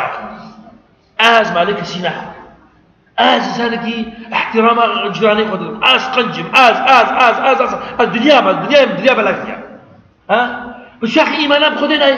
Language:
Kurdish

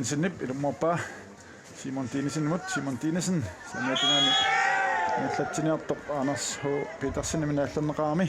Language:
Kalaallisut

